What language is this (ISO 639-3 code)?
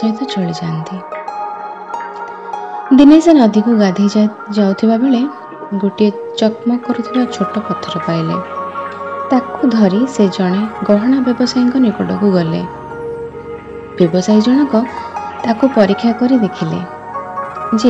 ori